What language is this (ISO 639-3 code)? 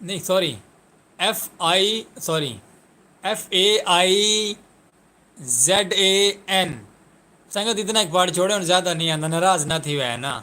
skr